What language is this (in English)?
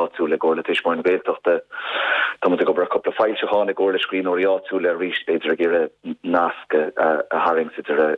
Irish